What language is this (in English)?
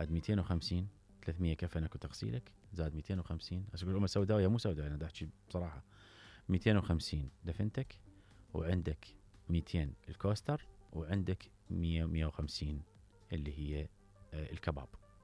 Mesopotamian Arabic